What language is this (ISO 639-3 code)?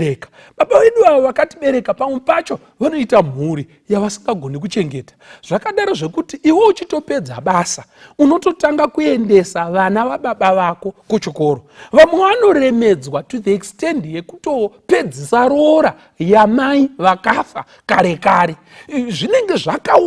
sna